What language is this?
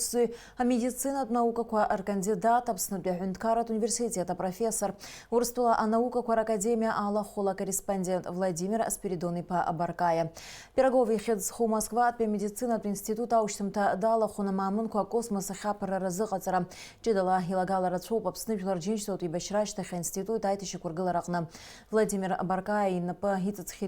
Abkhazian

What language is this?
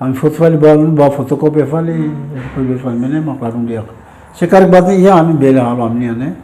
Tetum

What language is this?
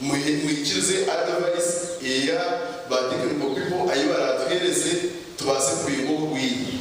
Nyankole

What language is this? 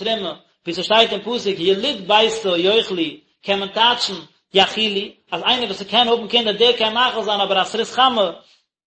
Yiddish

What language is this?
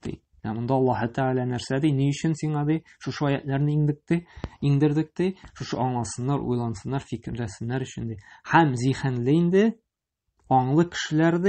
Tatar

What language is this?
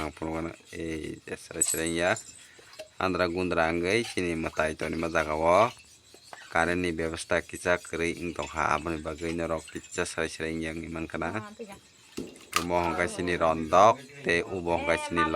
Kok Borok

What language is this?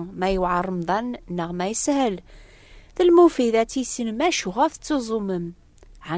Kabyle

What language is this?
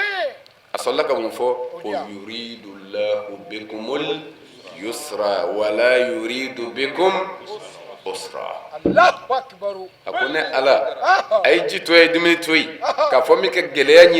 Bambara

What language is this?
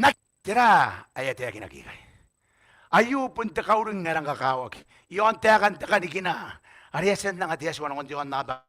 Gilbertese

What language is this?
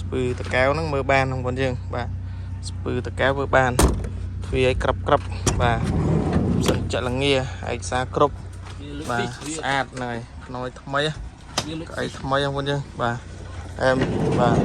Khmer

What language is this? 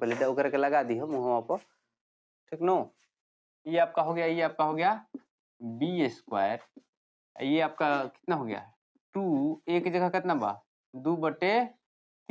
Bhojpuri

